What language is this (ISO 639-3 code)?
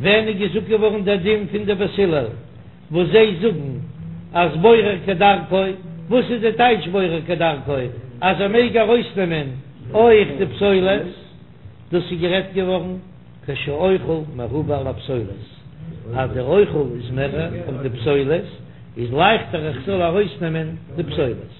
yid